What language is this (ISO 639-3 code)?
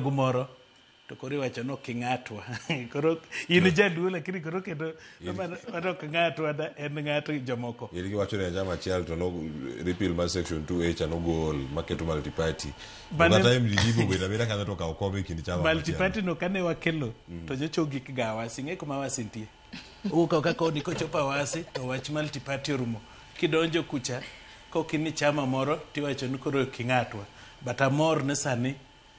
luo